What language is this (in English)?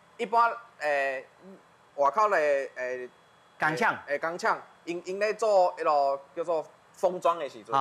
Min Nan Chinese